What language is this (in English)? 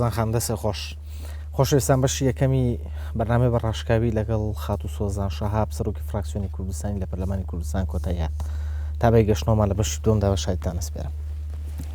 Central Kurdish